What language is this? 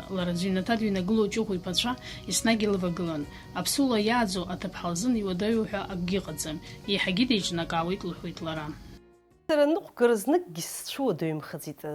Abkhazian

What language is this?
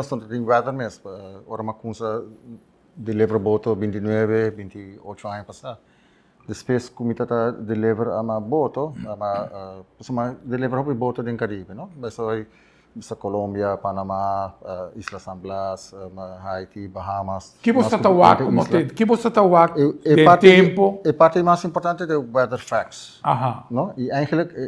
Papiamento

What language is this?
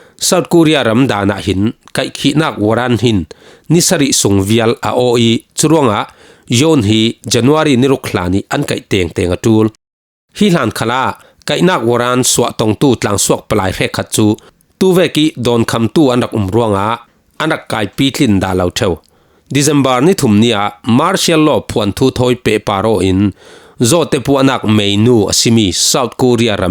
Falam Chin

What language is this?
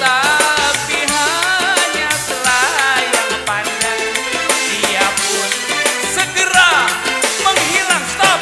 Betawi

